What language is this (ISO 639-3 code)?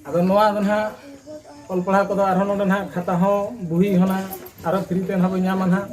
sat